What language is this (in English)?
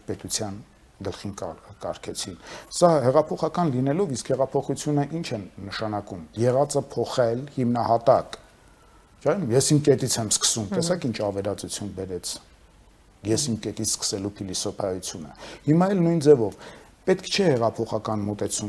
Armenian